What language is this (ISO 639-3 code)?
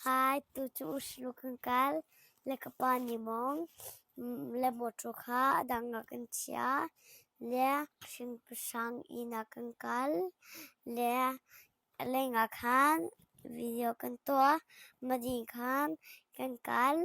cnh